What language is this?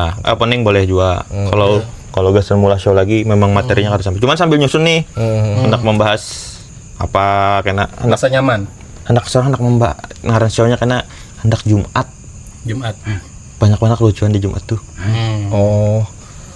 Banjar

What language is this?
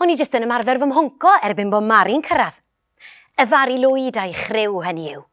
Welsh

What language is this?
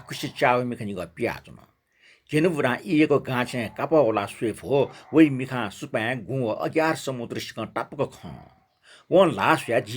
Newari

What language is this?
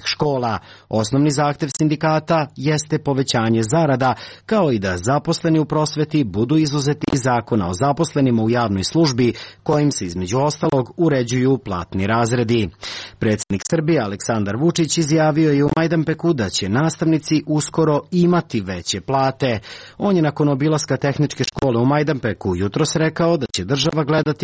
Serbian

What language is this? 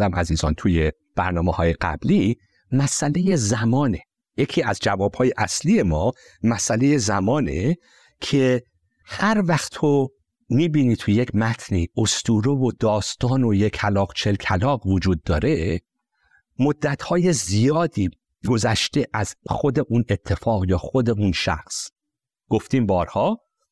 Persian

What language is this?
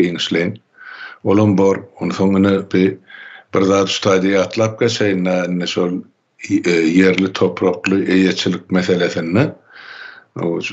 Turkmen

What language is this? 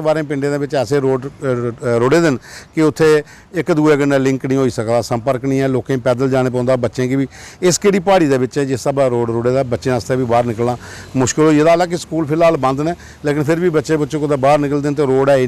Dogri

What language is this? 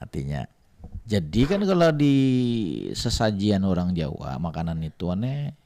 Banjar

